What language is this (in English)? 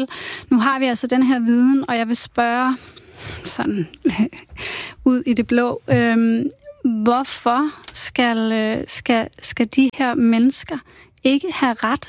Danish